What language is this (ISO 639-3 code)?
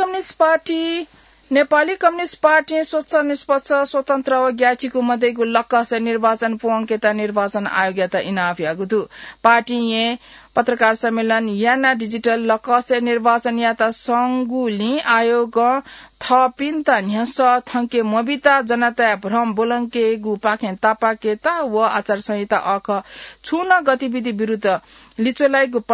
new